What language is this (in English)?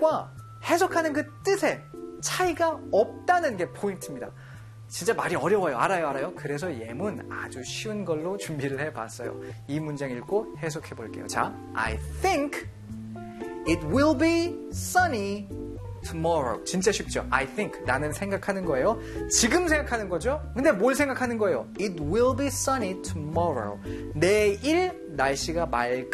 Korean